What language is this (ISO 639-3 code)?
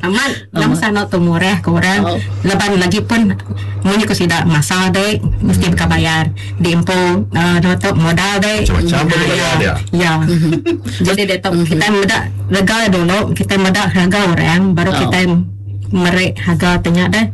iba